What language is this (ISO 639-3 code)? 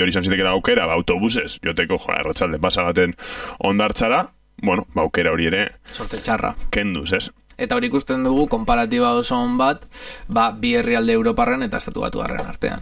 eus